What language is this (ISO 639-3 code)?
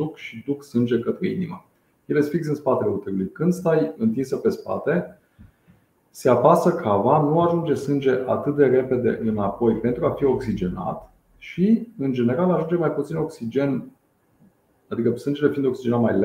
ron